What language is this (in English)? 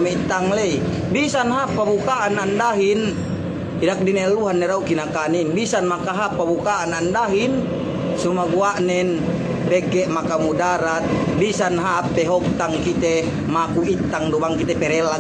Yakan